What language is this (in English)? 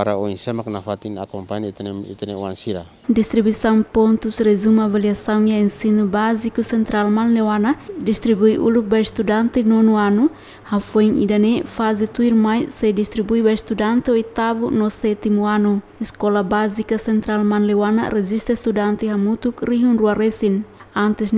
Tetum